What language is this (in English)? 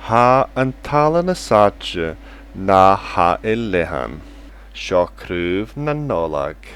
Scottish Gaelic